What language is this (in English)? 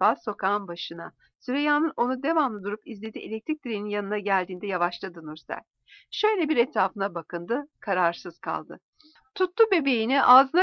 Turkish